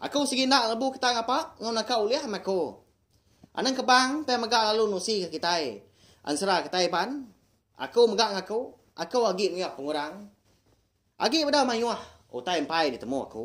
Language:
Iban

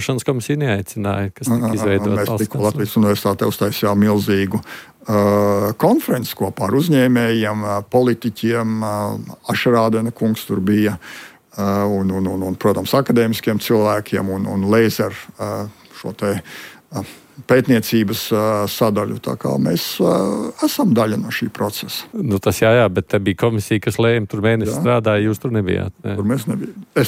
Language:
Latvian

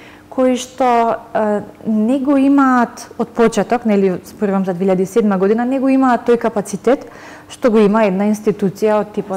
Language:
Macedonian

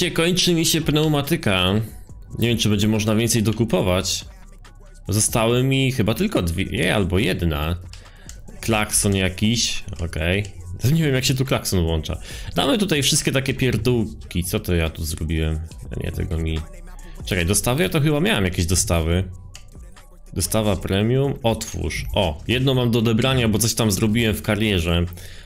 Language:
Polish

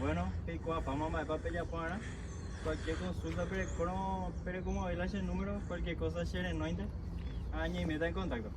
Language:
Guarani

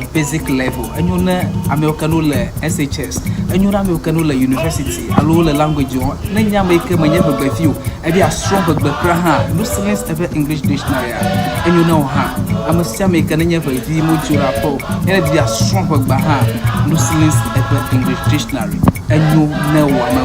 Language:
Ewe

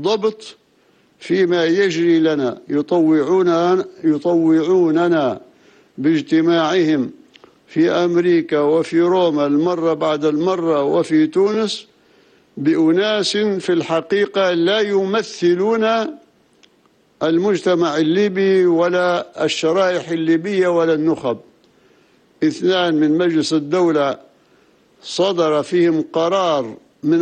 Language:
Arabic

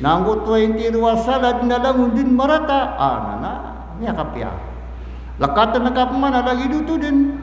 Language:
Maranao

